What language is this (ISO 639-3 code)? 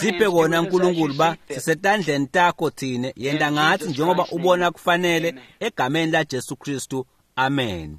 ssw